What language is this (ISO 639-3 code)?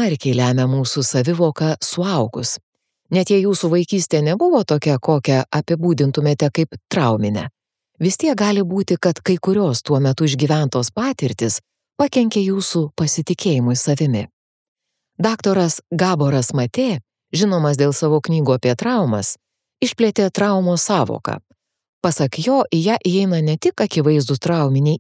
lit